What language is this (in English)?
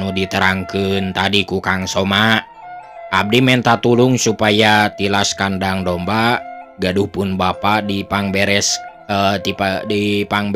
Sundanese